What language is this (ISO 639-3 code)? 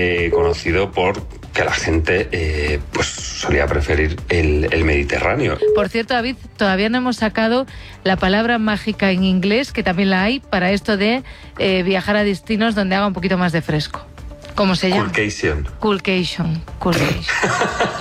spa